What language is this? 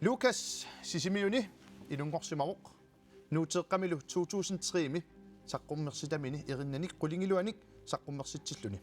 Kalaallisut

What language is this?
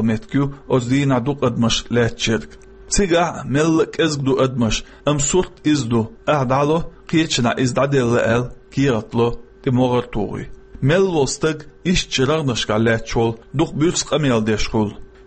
Chechen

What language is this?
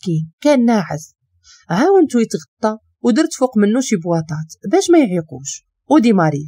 Moroccan Arabic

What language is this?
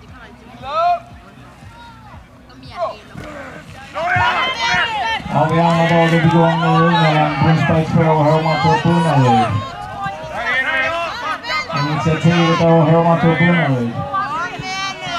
Swedish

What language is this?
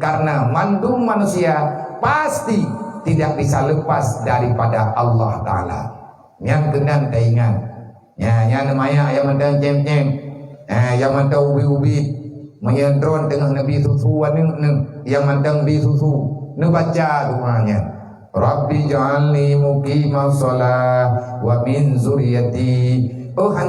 Achinese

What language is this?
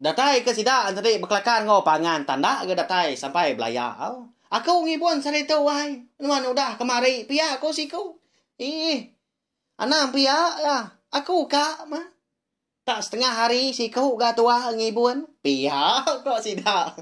Iban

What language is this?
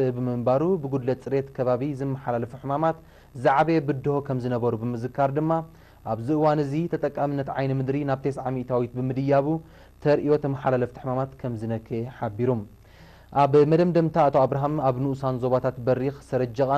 Tigrinya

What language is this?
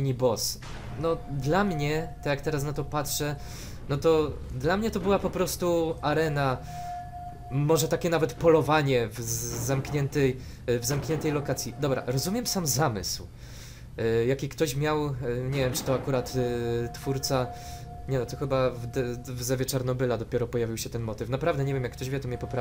Polish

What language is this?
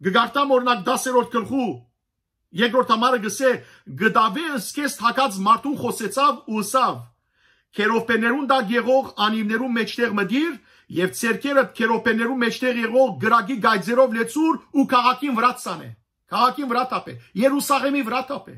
Western Armenian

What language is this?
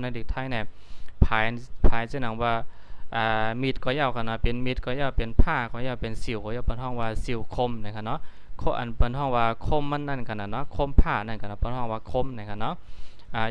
Shan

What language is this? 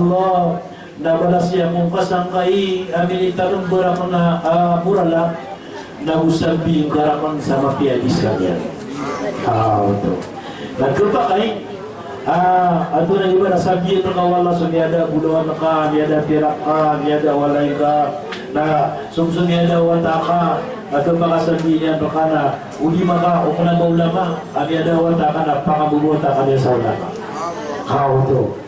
Maranao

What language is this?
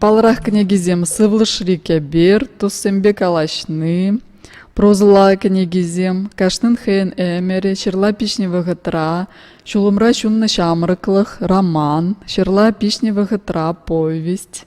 Chuvash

